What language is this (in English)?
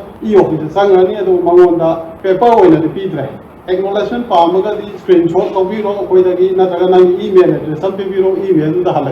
Manipuri